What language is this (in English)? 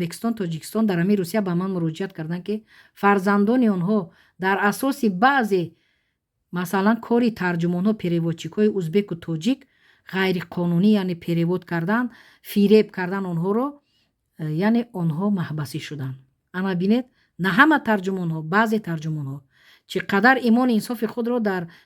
Tajik